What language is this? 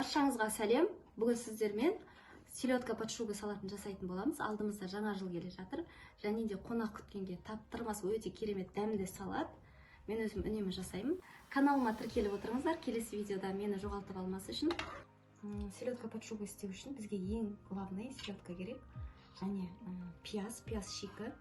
Kazakh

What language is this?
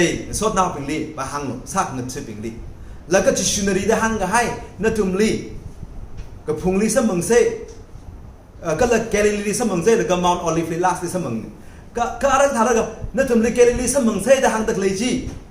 Tangkhul Naga (India)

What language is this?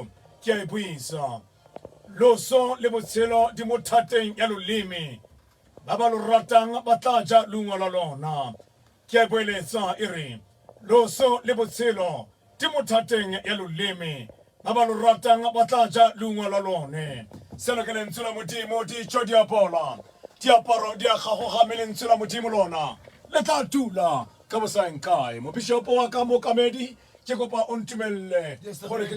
Tswana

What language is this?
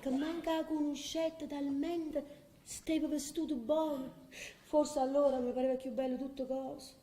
Neapolitan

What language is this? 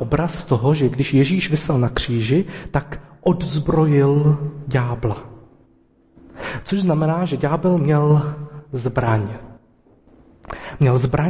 Czech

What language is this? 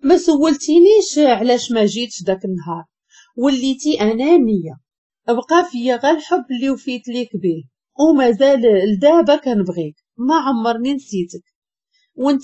Moroccan Arabic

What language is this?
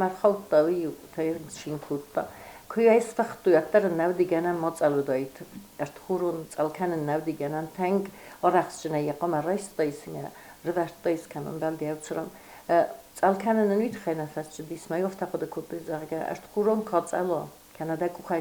Ossetic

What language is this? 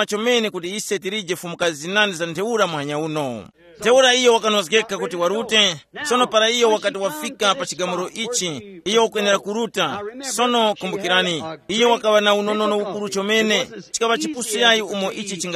Tumbuka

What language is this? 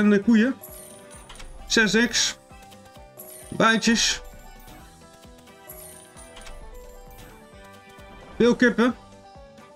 Dutch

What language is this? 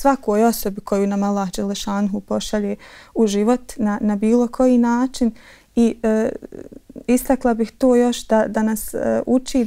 Bosnian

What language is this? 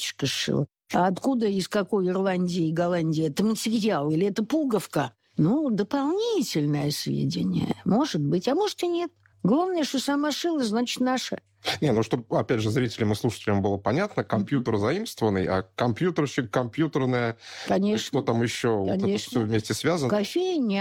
Russian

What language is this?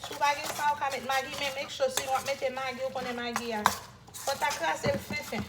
Haitian Creole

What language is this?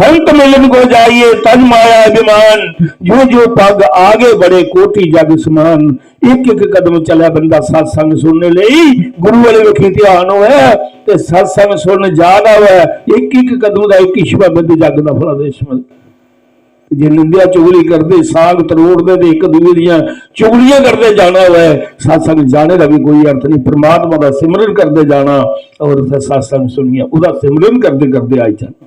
Dogri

